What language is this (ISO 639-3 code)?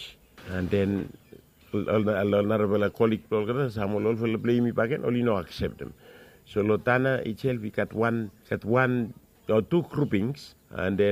bis